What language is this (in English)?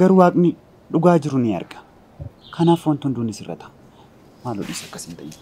Oromo